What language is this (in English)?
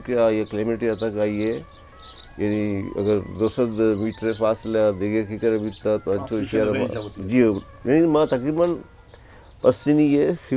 Eastern Balochi